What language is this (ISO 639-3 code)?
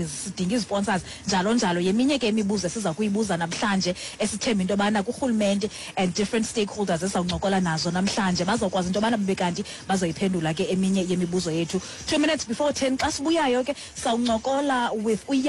xho